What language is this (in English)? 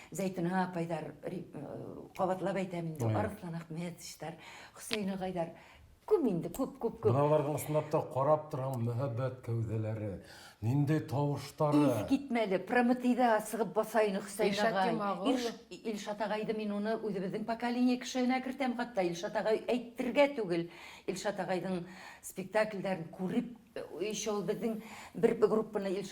Bashkir